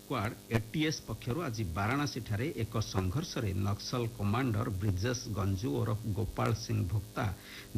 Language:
Odia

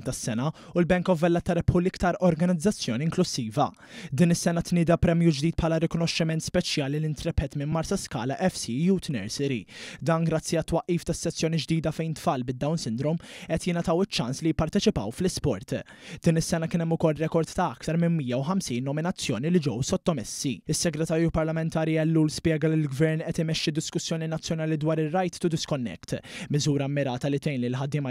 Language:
Maltese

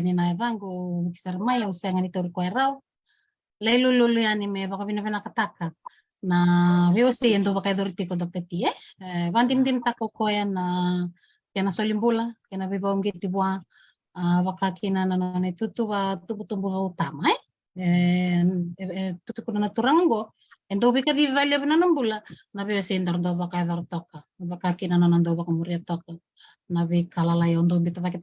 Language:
Fijian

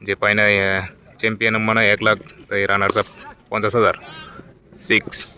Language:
Kok Borok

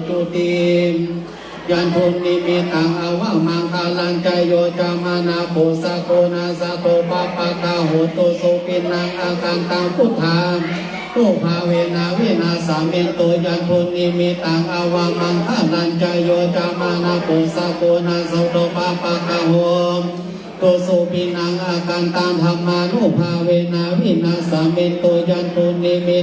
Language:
Pali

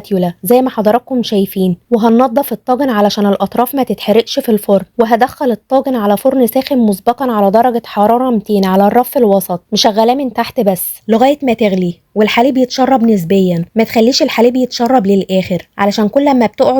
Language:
Egyptian Arabic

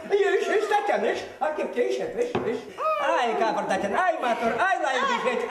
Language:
Chuvash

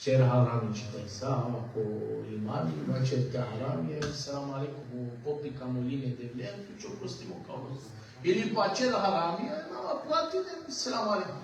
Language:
Balkan Romani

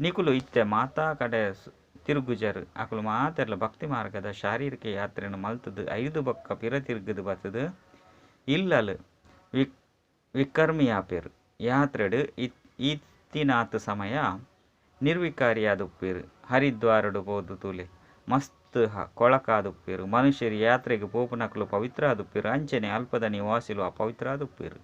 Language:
Tulu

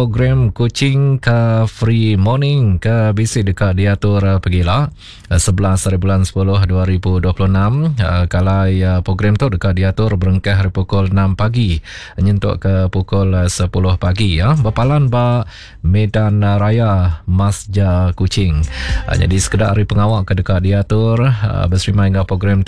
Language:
Iban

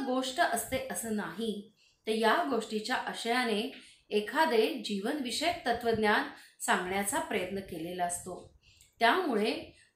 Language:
Marathi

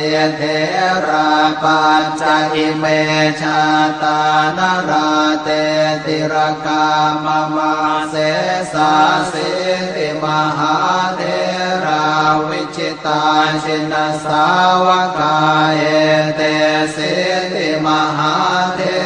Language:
Pali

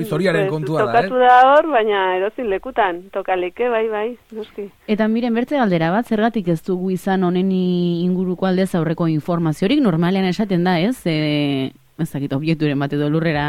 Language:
Basque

